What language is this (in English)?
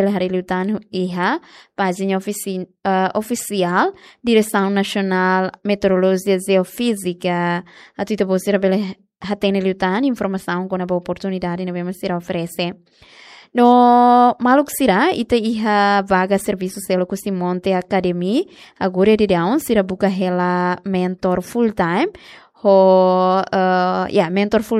Tetum